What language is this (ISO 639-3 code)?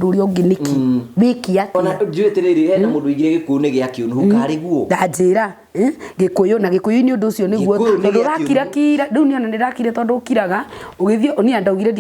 kik